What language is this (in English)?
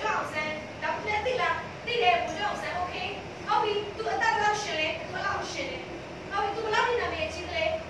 Burmese